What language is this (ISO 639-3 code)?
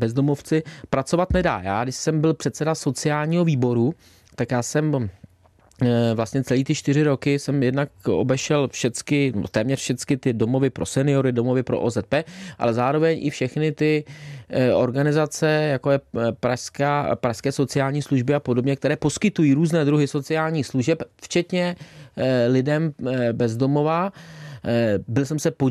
ces